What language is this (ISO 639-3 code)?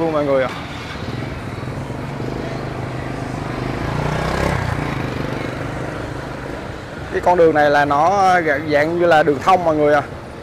vie